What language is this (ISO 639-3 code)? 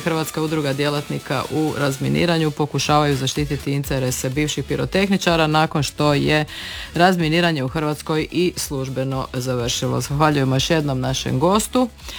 hrv